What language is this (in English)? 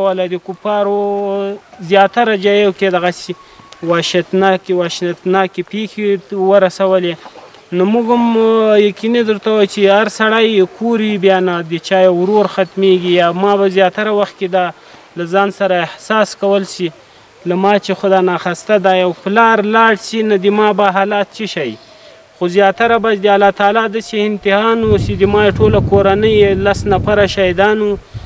Pashto